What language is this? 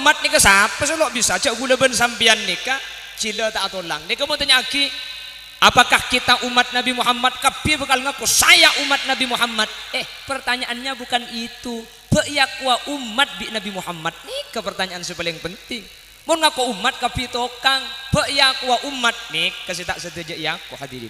Madurese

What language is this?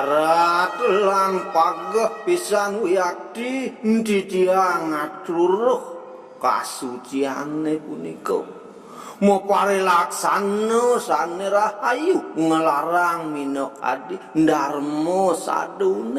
Balinese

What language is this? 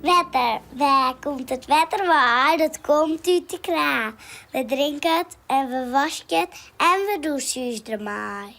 Western Frisian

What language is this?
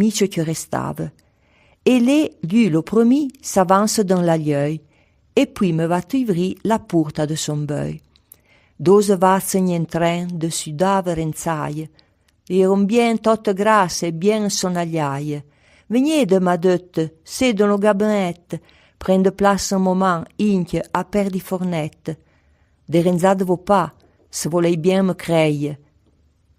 Arpitan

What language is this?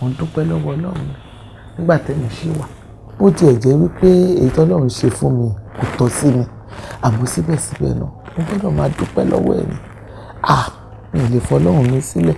Yoruba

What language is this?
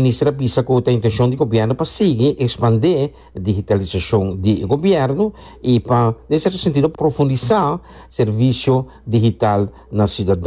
Papiamento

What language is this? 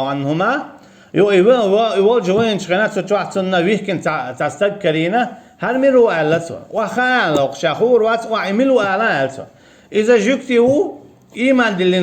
Chechen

